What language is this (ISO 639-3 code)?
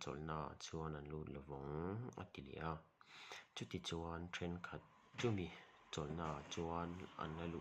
lus